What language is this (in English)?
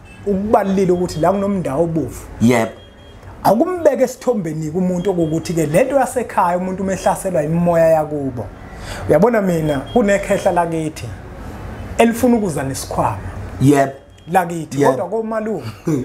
Zulu